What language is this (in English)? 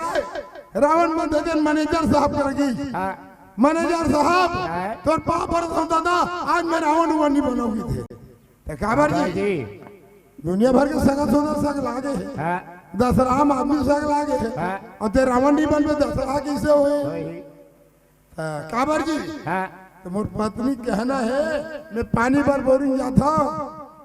Chhattisgarhi